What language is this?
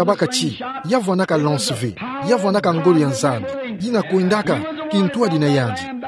Kituba (Democratic Republic of Congo)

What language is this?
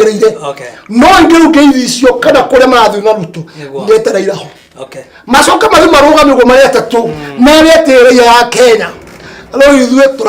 Kikuyu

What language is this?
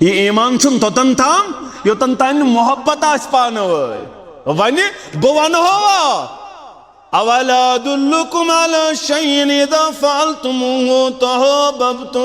Kashmiri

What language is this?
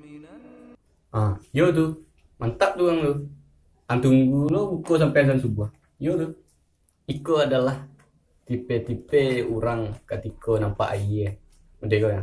Minangkabau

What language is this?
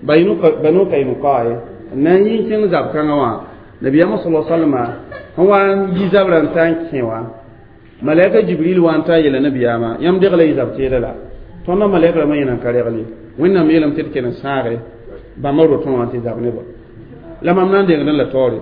Mossi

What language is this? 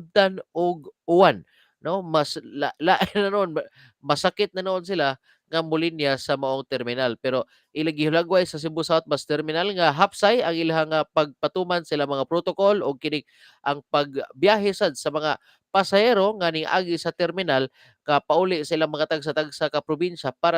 Cebuano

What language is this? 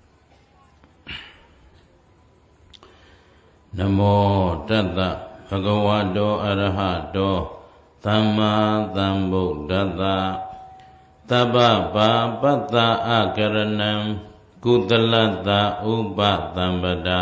Burmese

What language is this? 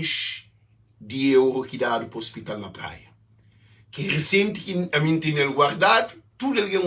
Kabuverdianu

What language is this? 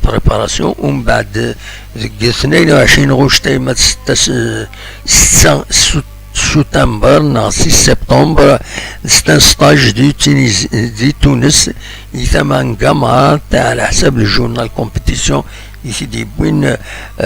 Kabyle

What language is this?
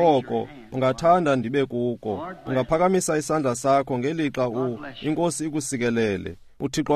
Xhosa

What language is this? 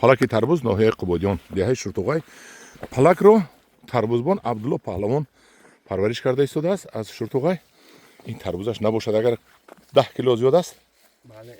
Tajik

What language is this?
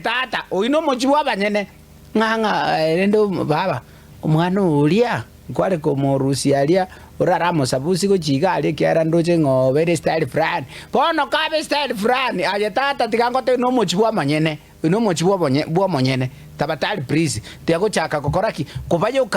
Gusii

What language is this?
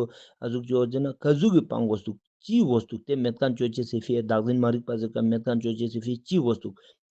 Ladakhi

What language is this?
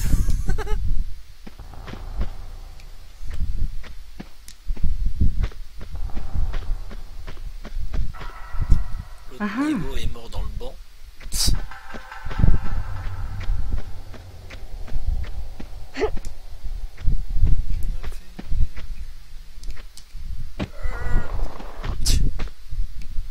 French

